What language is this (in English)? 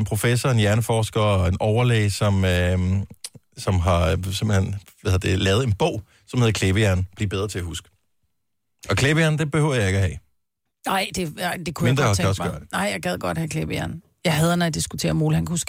Danish